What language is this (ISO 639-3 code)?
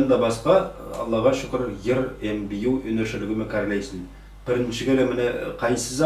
nog